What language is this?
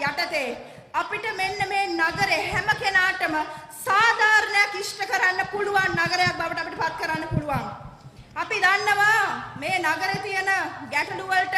Sinhala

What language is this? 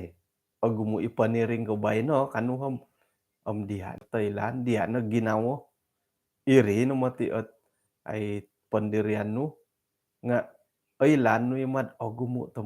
Central Dusun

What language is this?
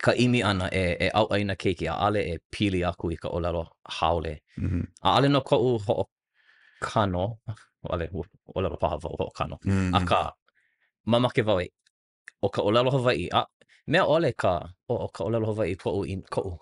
Hawaiian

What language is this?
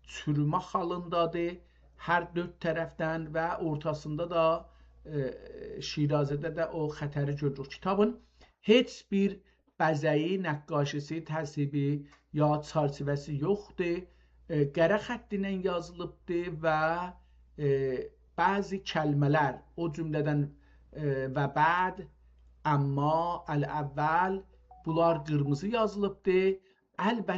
South Azerbaijani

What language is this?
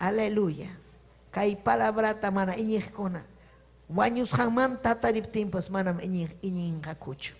Ayacucho Quechua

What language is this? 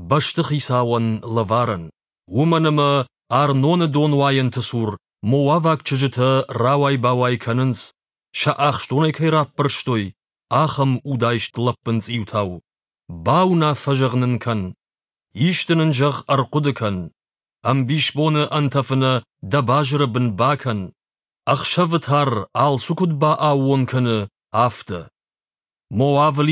Ossetic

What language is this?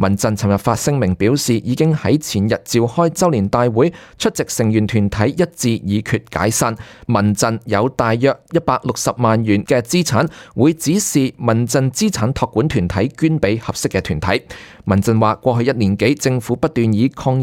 Cantonese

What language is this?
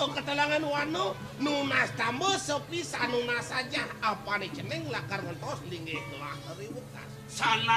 Balinese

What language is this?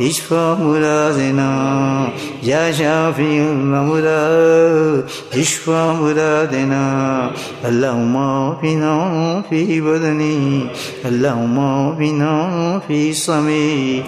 Urdu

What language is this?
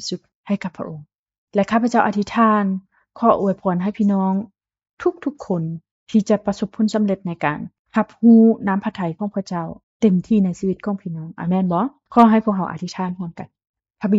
Lao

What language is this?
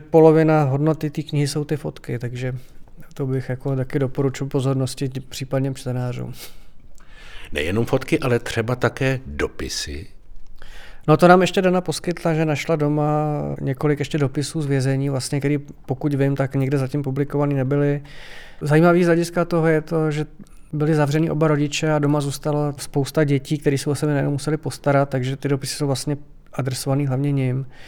Czech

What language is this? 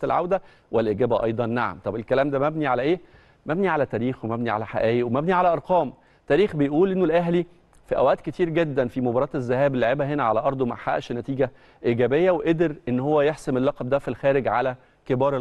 Egyptian Arabic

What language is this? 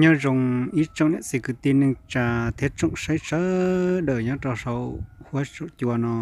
Hmong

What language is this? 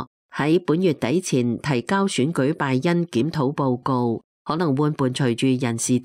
Cantonese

